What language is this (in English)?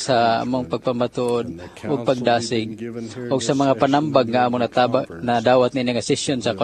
Cebuano